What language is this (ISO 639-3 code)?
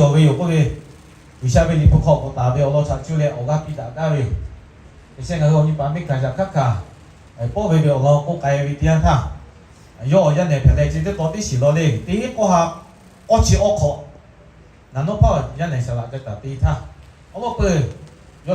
lhu